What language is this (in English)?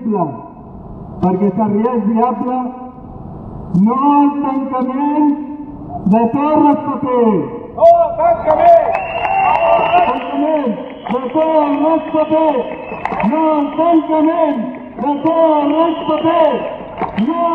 Catalan